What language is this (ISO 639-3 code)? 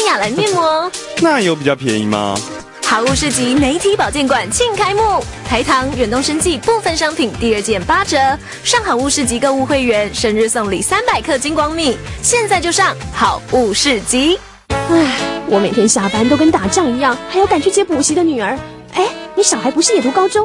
zho